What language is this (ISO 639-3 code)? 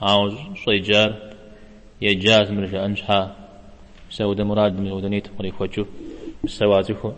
kbd